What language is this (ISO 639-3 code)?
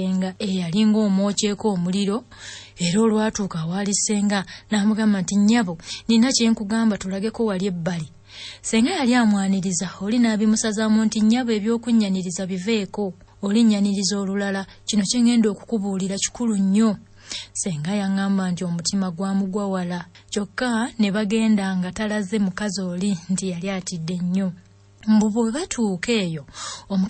lug